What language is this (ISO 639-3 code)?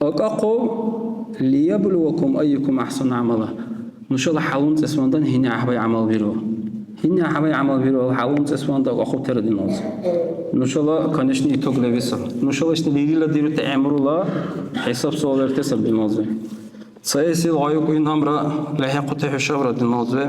dar